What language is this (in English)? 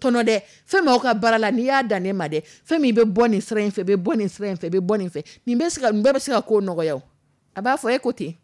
Dyula